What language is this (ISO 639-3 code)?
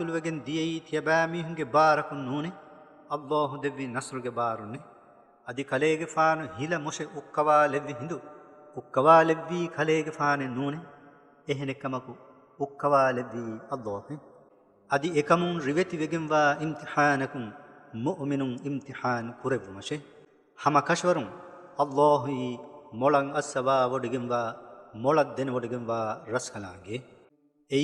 div